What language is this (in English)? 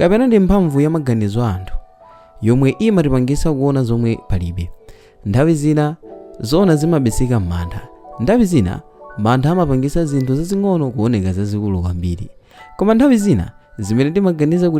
Nyanja